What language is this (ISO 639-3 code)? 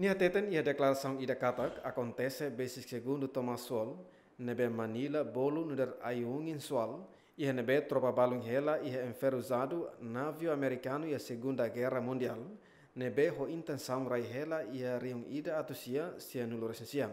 tet